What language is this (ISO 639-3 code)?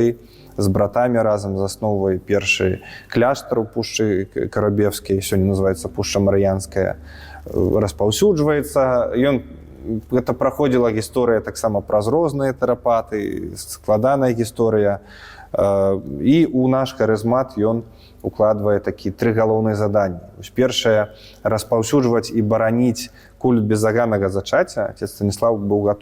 bel